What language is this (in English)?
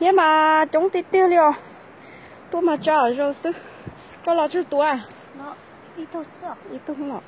Hmong